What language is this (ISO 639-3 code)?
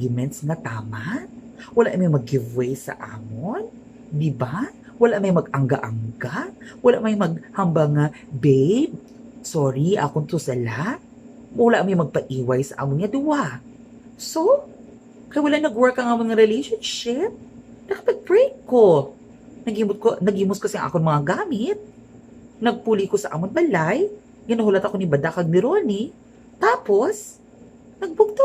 hil